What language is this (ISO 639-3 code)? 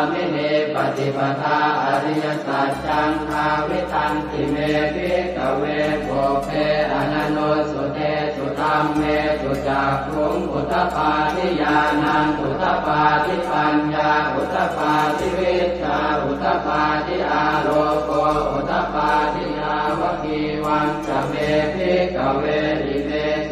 pli